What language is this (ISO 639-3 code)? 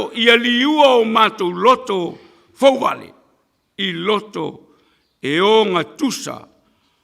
smo